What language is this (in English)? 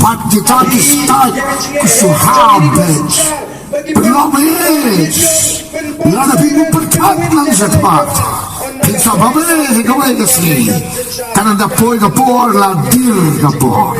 Khasi